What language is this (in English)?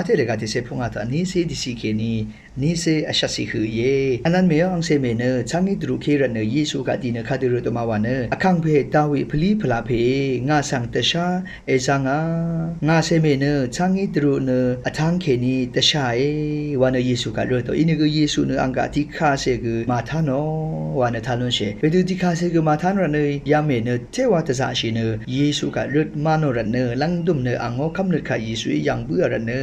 Rawang